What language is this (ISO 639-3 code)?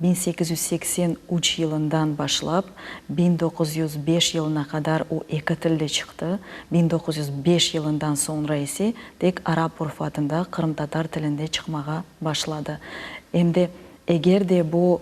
crh